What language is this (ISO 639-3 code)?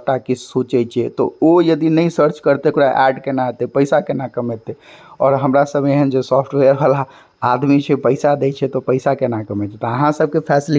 mai